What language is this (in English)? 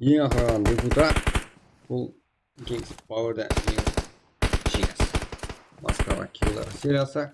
Kara-Kalpak